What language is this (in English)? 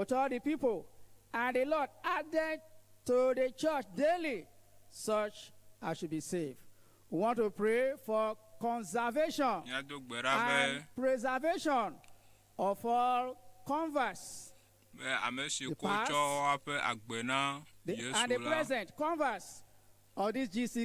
Ewe